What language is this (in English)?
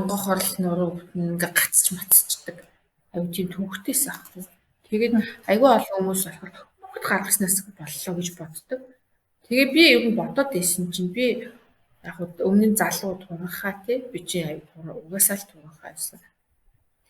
Mongolian